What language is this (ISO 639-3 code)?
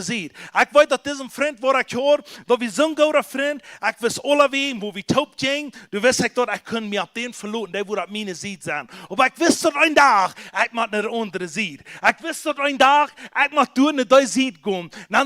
pdt